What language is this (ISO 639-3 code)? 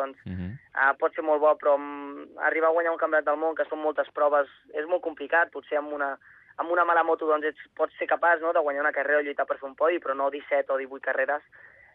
cat